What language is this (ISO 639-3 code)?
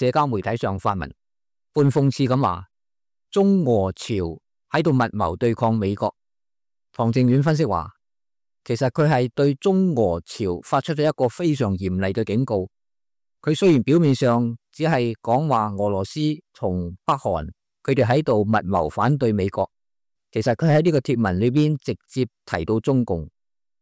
yue